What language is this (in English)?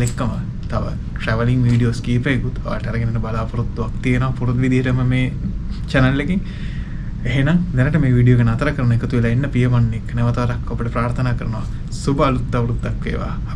Sinhala